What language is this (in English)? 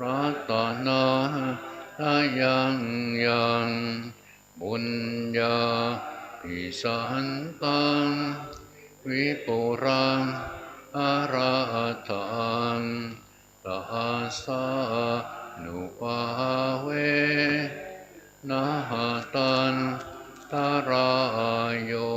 Pali